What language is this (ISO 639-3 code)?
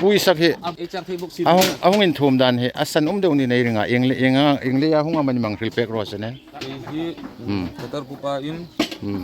hmr